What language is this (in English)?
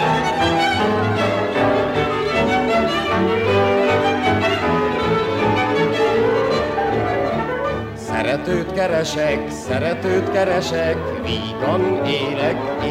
Hungarian